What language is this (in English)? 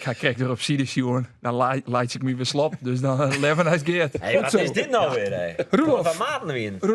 Western Frisian